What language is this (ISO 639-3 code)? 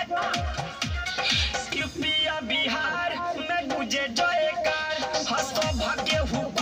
bho